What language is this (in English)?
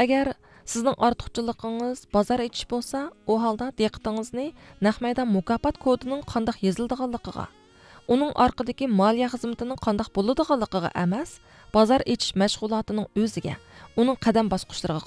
Uyghur